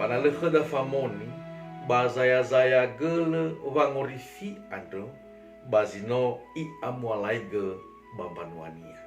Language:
Nias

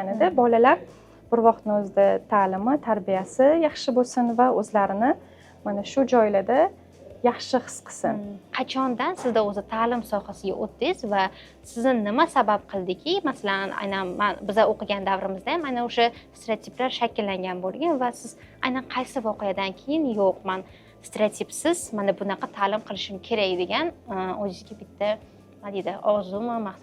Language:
Uzbek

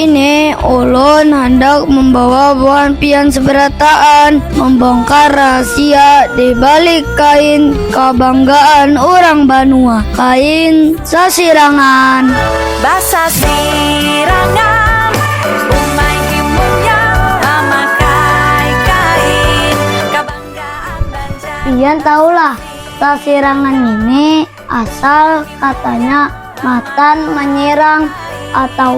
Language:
Banjar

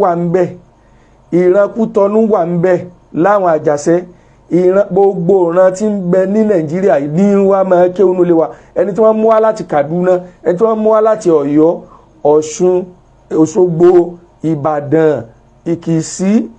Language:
Yoruba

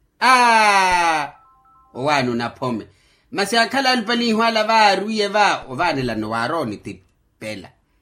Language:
Makhuwa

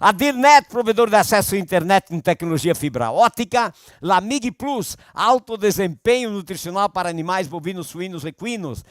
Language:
Venetian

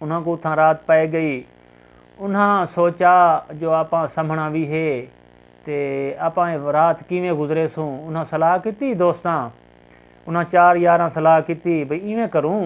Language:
Saraiki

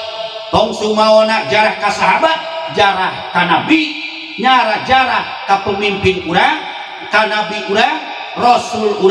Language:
Sundanese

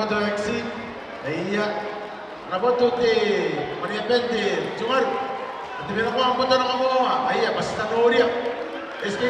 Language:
Gilbertese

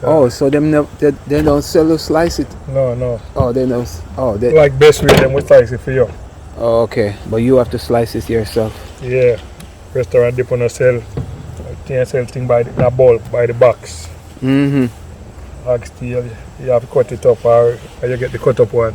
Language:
Jamaican Creole English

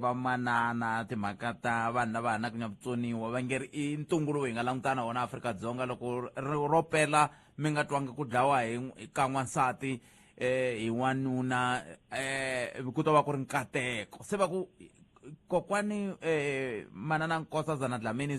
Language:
Tsonga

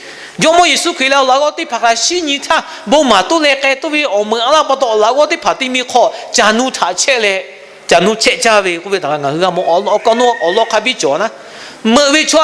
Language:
Lahu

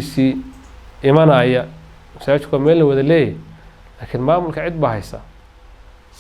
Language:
Somali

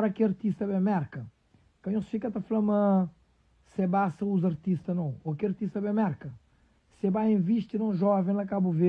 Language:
Kabuverdianu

